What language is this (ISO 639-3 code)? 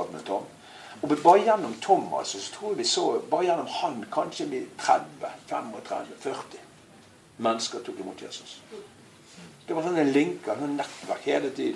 nor